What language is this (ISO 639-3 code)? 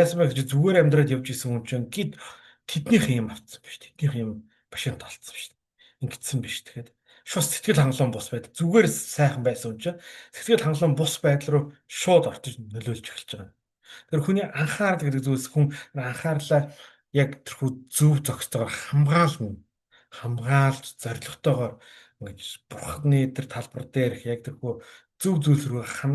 mon